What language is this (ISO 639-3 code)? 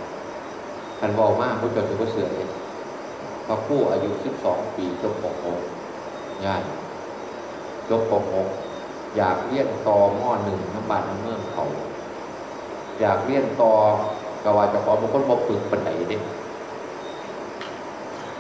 tha